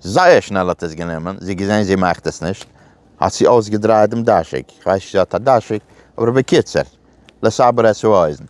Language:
Yiddish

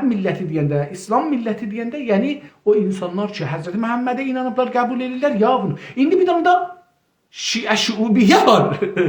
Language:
South Azerbaijani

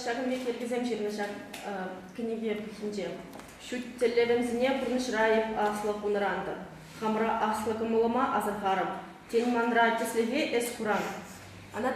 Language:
Chuvash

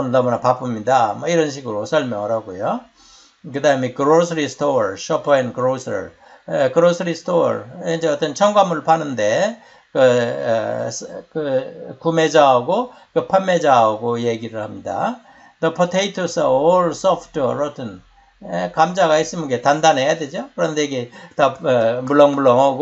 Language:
Korean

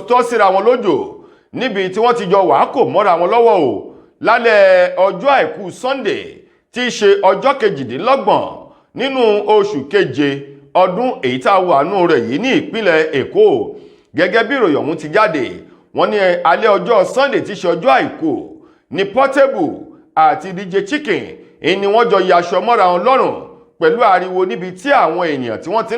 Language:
Yoruba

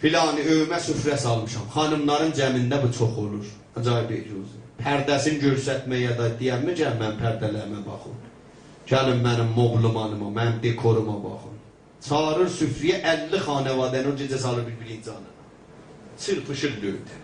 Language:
South Azerbaijani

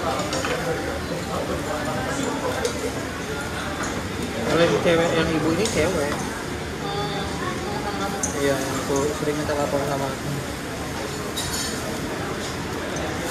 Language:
Indonesian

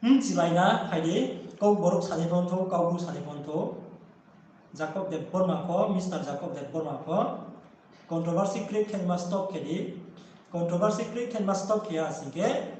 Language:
Riang (India)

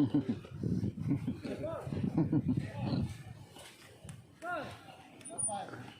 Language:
Bikol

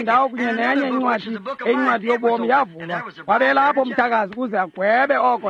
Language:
Xhosa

